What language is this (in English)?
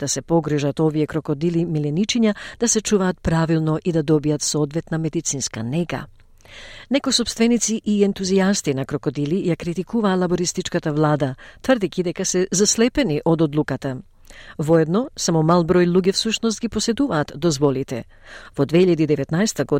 Macedonian